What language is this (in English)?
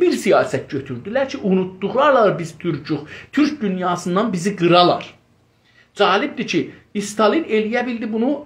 South Azerbaijani